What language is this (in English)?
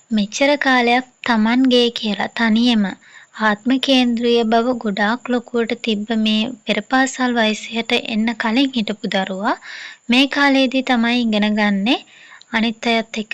Sinhala